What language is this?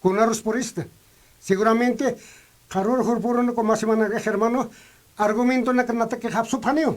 Aymara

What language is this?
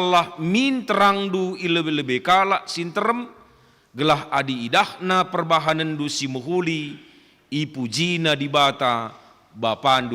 Batak Karo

